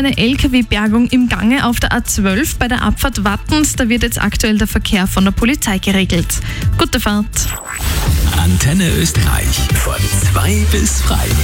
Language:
German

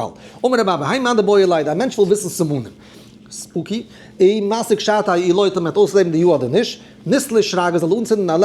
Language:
Yiddish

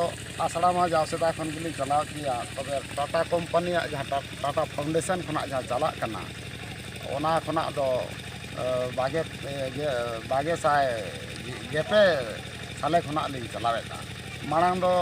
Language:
Santali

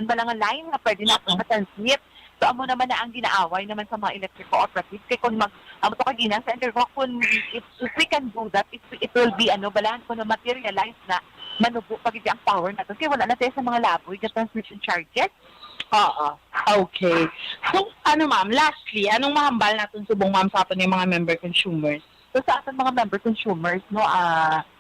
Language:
Hiligaynon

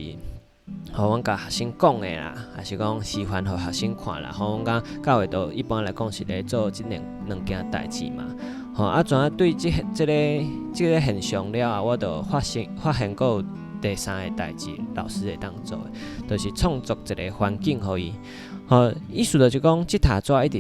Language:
Min Nan Chinese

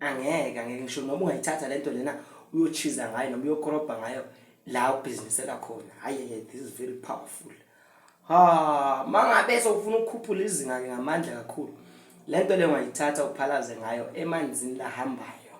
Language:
Zulu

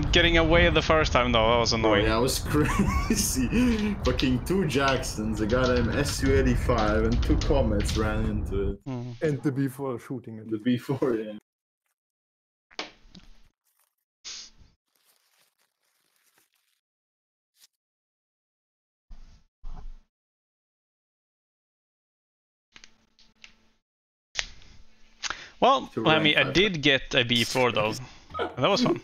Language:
English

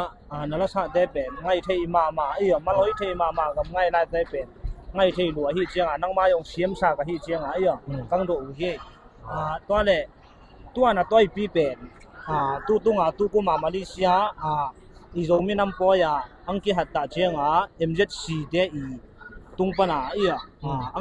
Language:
Tedim Chin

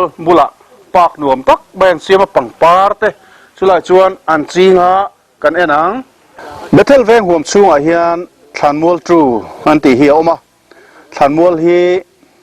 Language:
Mizo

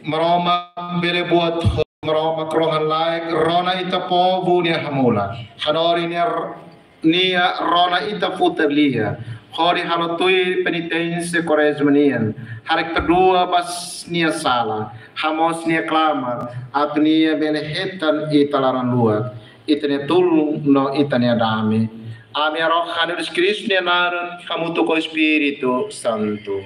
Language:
Tetum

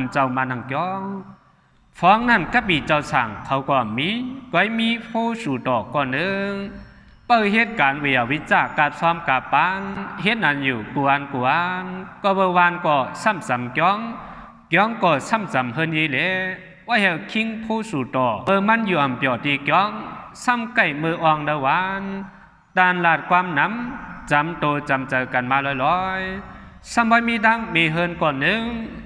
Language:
Shan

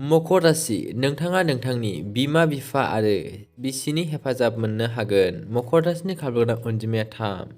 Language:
Bodo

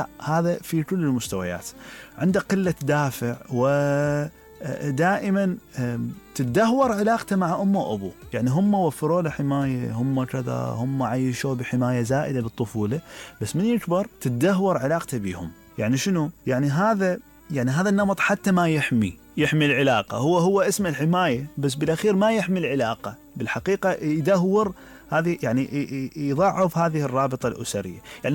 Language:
Mesopotamian Arabic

